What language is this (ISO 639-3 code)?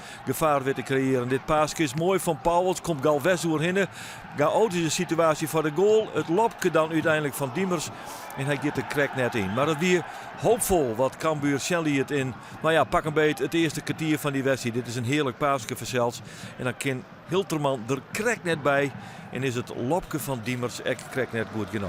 fry